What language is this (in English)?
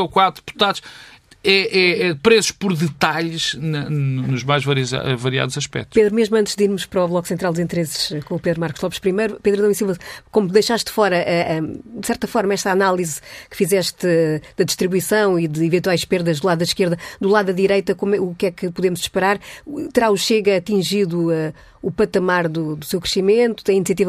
Portuguese